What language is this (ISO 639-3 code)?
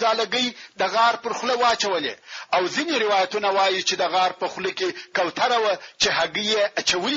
pus